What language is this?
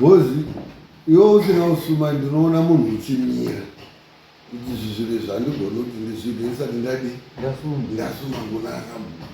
Shona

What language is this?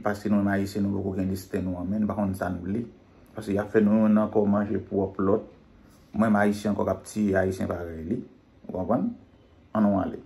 Haitian Creole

